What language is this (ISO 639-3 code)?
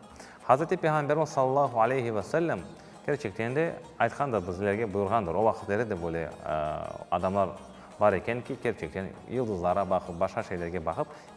crh